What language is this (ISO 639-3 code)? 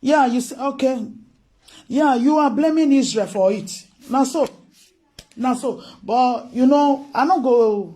pcm